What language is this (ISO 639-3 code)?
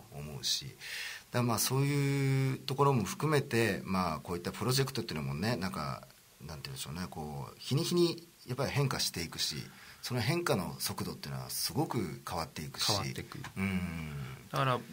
jpn